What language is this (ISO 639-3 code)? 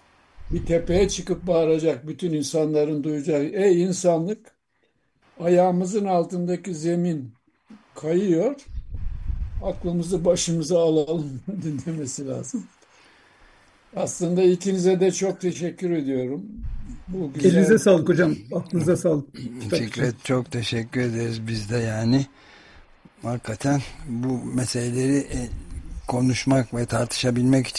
tur